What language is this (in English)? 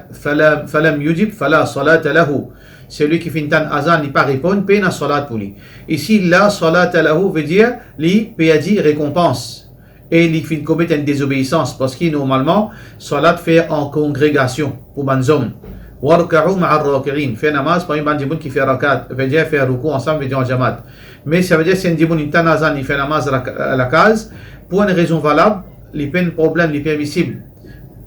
Morisyen